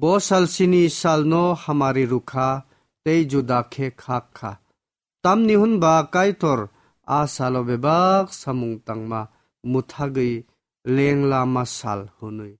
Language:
Kok Borok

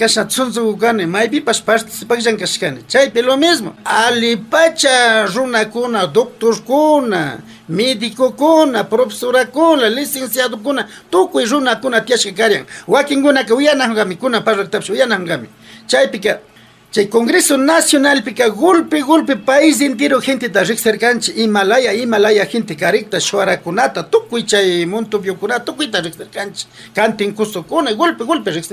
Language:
Imbabura Highland Quichua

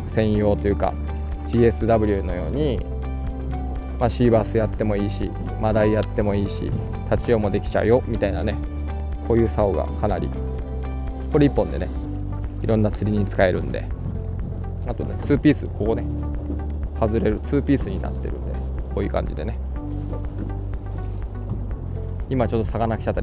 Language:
Japanese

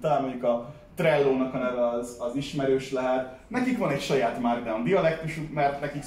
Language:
Hungarian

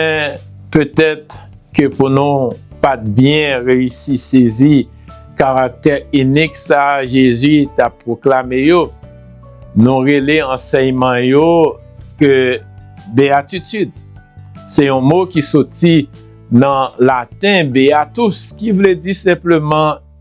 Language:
Haitian Creole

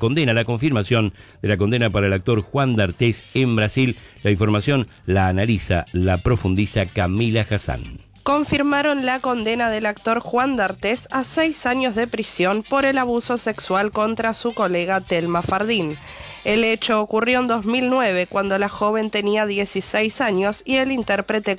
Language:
Spanish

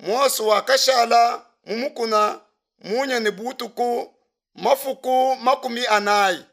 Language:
Luba-Lulua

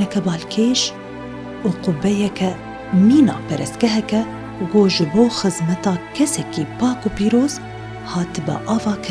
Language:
Kurdish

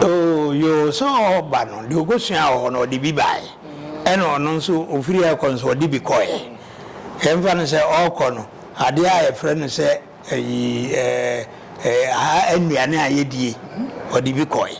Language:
Akan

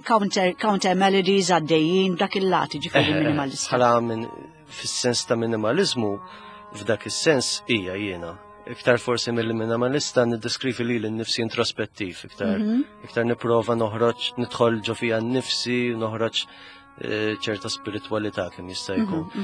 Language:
Maltese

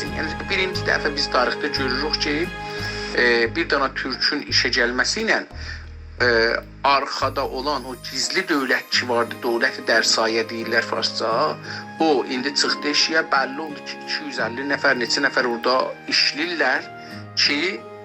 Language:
South Azerbaijani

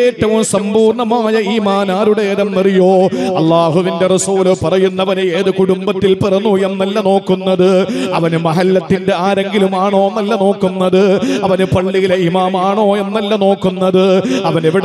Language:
Malayalam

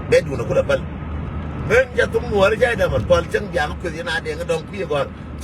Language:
Nuer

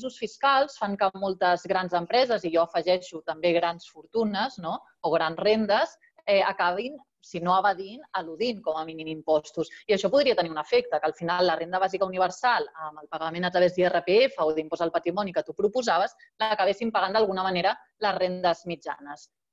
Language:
Catalan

